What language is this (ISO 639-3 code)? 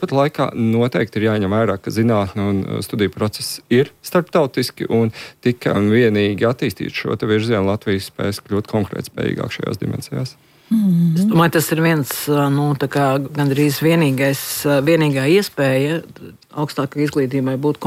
lav